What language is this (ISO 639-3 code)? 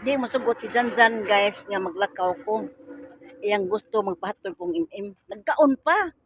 ceb